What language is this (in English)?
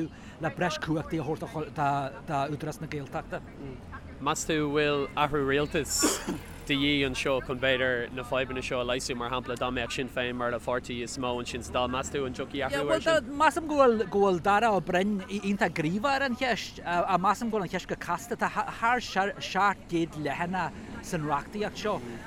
Irish